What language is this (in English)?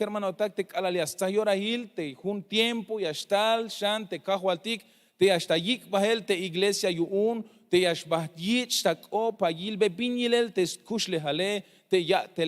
Tzeltal